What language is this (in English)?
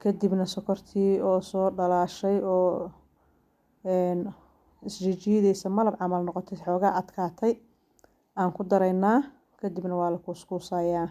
Somali